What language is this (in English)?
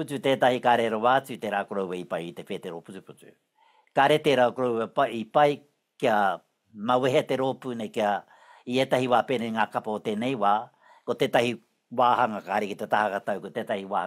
Māori